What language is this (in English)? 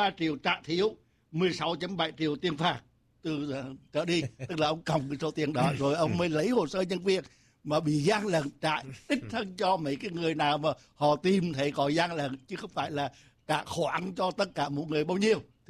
Vietnamese